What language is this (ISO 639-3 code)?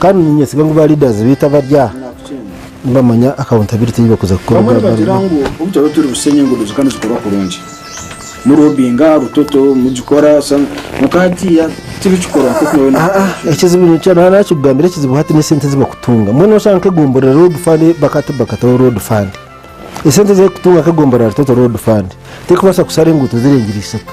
nyn